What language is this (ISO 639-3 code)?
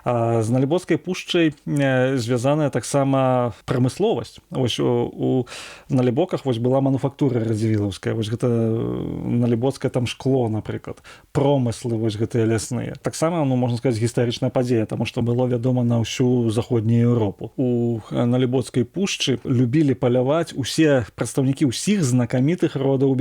bel